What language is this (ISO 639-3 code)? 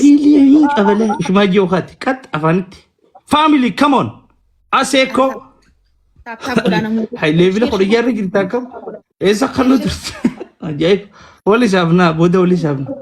orm